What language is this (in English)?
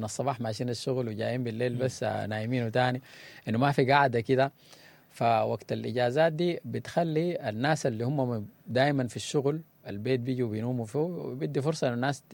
Sudanese Arabic